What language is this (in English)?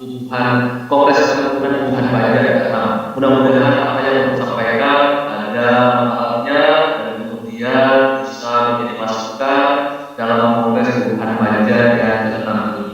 Banjar